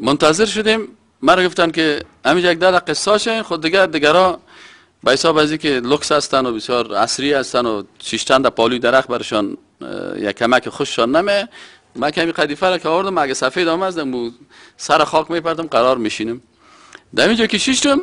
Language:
Persian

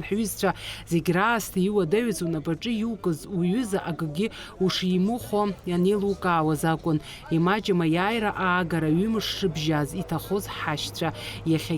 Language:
Abkhazian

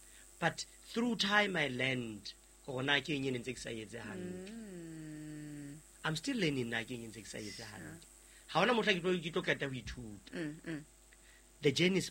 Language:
Southern Sotho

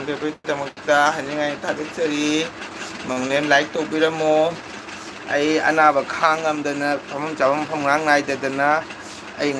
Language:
Manipuri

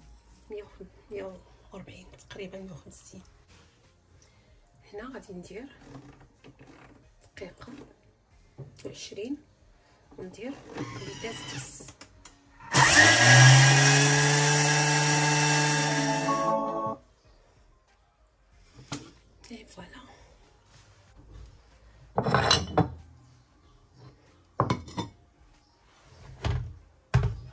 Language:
Moroccan Arabic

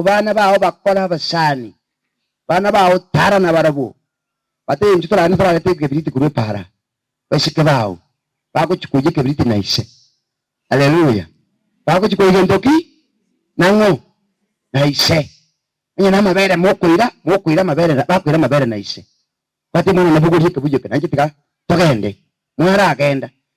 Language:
Gusii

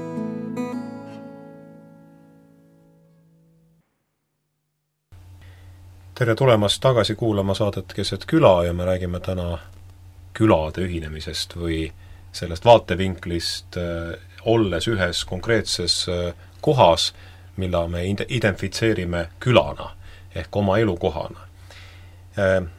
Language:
Estonian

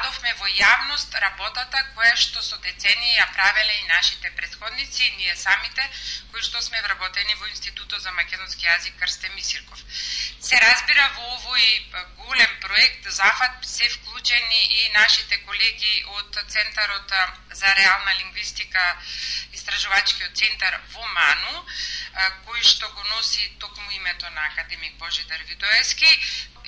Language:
Macedonian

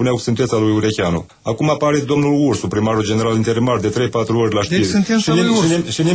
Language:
Romanian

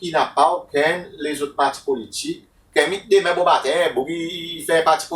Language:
Seselwa Creole French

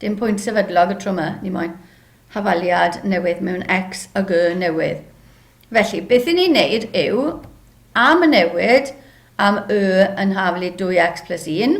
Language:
Welsh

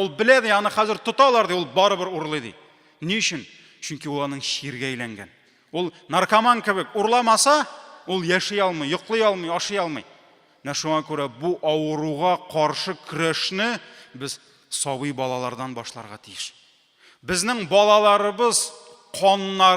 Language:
Tatar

